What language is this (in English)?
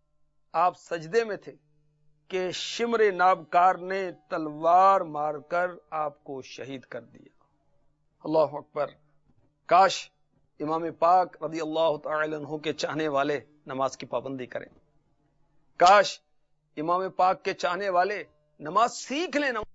Urdu